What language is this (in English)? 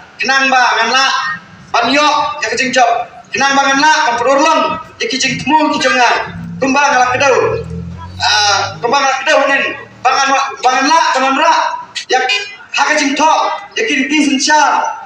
Khasi